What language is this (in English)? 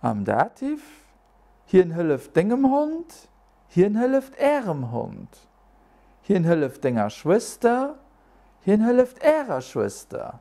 Luxembourgish